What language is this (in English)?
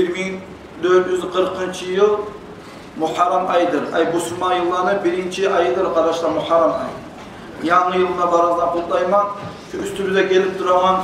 Kumyk